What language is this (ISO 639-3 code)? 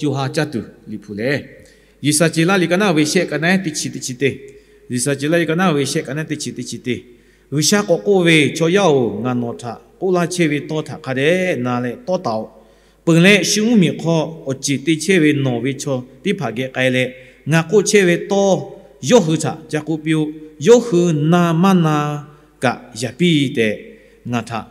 lhu